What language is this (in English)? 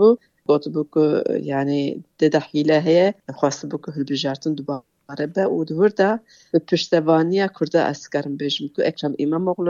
Kurdish